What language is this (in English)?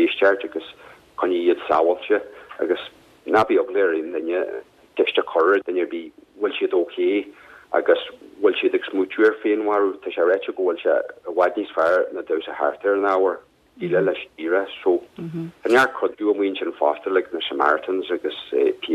Irish